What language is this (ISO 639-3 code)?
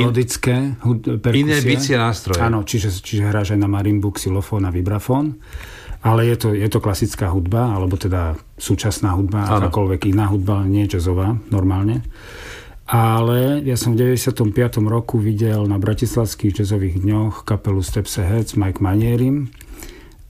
slk